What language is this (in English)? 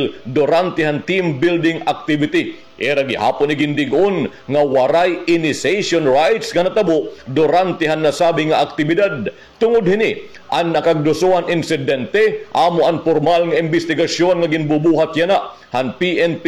Waray